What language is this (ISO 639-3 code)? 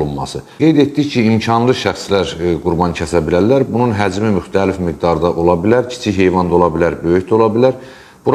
aze